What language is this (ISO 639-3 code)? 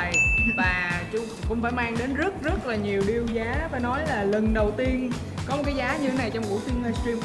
vie